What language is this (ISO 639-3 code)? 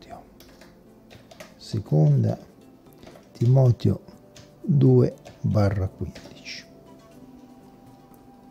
ita